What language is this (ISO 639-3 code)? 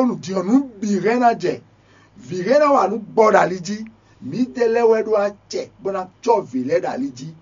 fon